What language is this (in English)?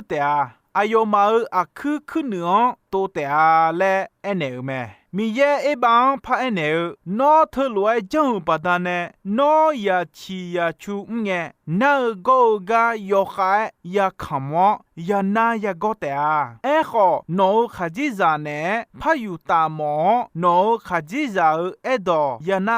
Akha